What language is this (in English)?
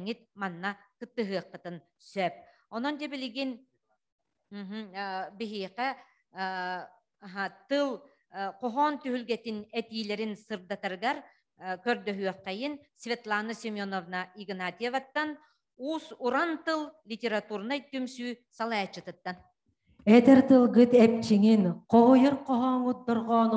Yakut